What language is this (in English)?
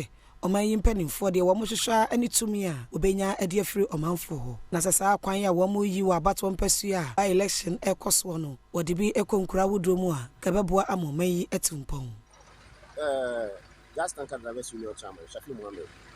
Akan